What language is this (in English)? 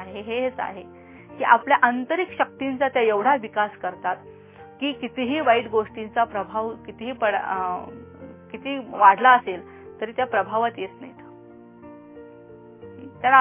Marathi